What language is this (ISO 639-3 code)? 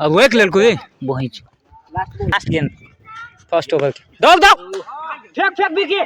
mai